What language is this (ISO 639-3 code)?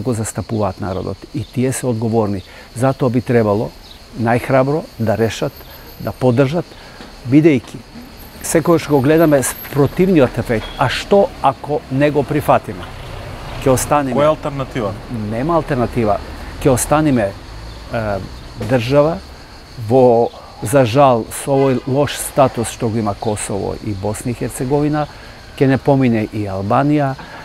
mkd